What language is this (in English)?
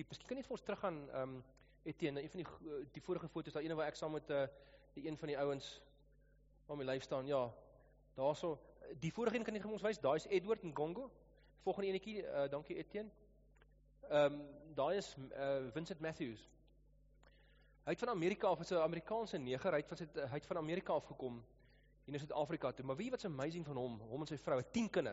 Afrikaans